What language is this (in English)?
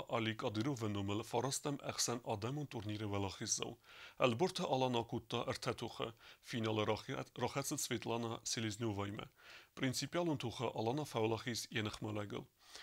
Ossetic